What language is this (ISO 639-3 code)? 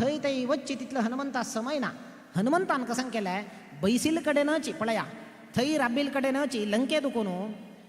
kok